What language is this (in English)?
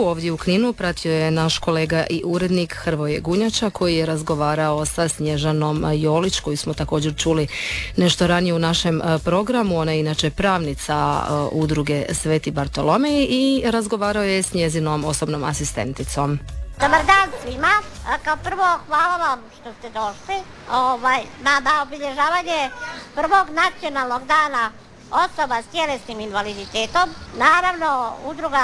Croatian